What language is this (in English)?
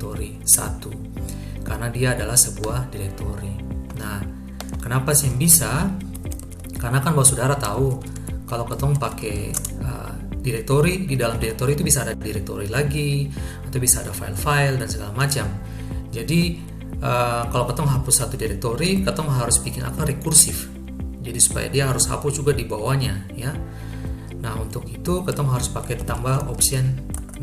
Ambonese Malay